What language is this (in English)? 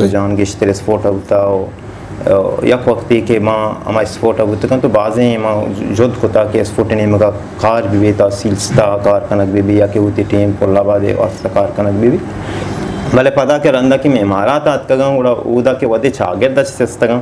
Baluchi